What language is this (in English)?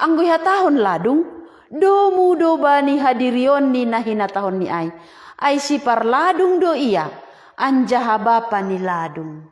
Batak Simalungun